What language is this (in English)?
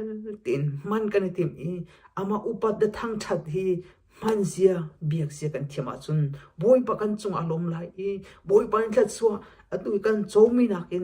Hakha Chin